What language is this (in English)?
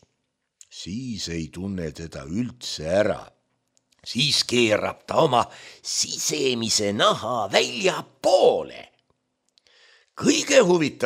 Estonian